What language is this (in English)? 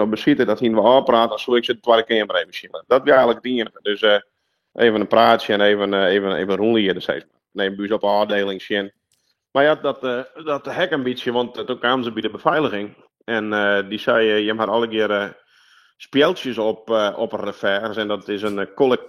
Western Frisian